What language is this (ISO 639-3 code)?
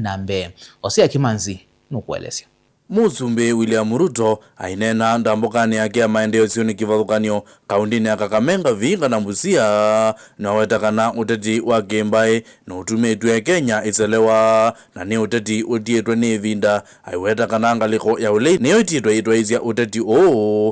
kam